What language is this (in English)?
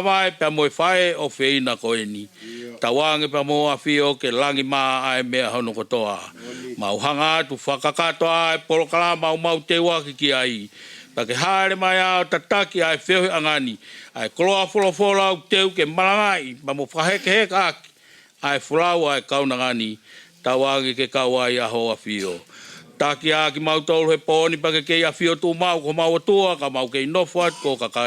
Tongan